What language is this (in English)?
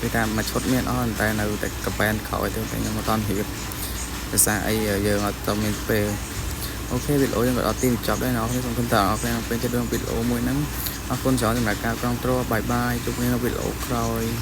Khmer